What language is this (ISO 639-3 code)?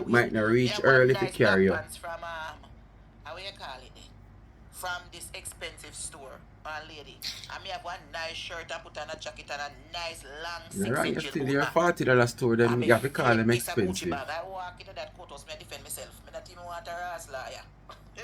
jam